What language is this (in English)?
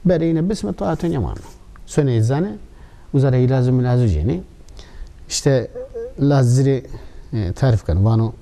Zaza